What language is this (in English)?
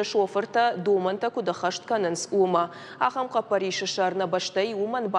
Ossetic